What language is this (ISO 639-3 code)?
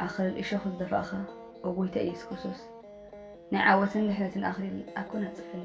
tir